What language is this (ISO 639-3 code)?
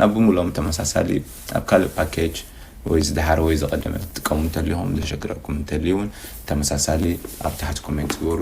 tir